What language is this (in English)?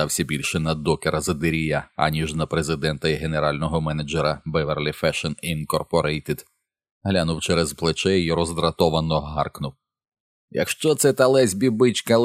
Ukrainian